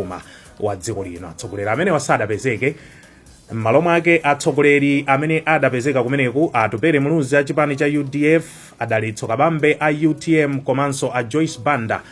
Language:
Nyanja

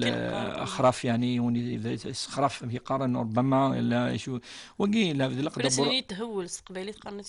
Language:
Kabyle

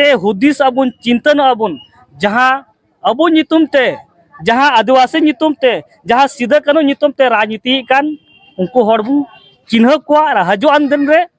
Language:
Santali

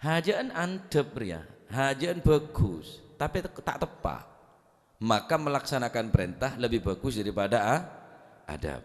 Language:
Madurese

